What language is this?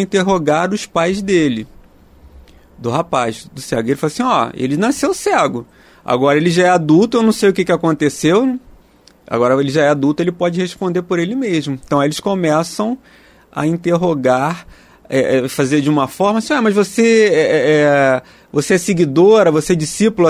Portuguese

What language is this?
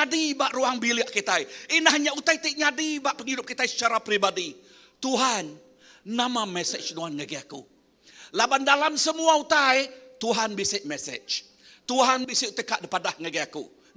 Iban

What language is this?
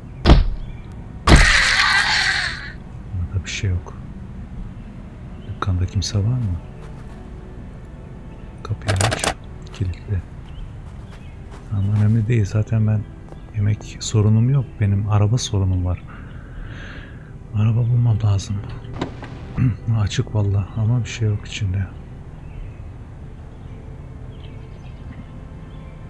Turkish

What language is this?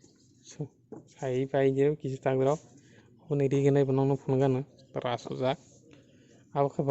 Kok Borok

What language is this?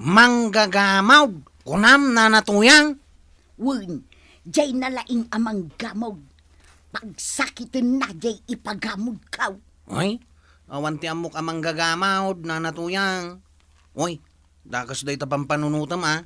Iloko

